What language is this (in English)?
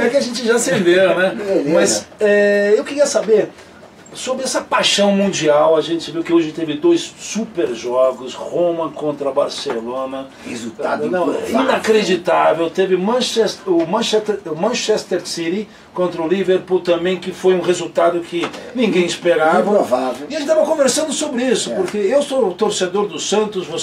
Portuguese